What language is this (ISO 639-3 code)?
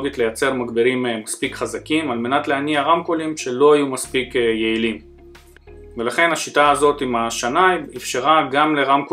heb